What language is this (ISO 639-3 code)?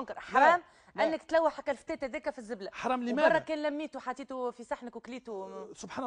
aeb